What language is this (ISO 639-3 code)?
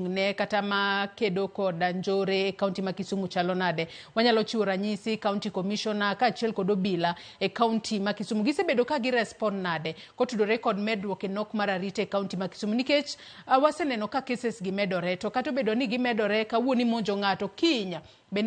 luo